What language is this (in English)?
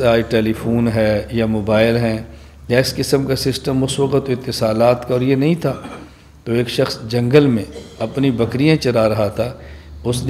Urdu